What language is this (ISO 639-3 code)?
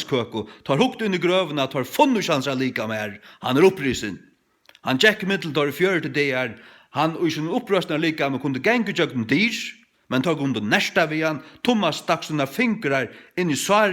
fao